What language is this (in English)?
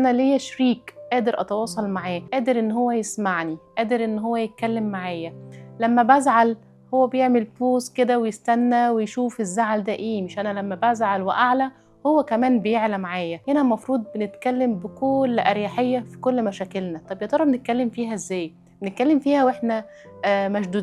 Egyptian Arabic